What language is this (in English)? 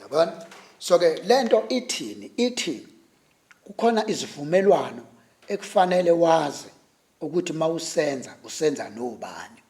Zulu